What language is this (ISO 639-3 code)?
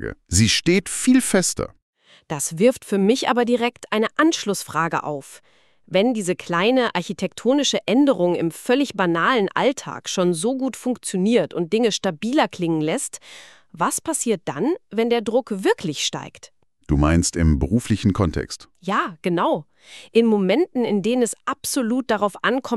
deu